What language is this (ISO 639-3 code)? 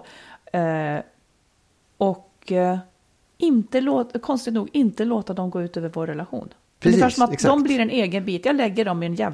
swe